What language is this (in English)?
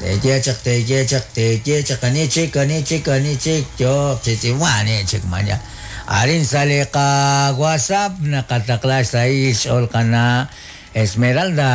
Kekchí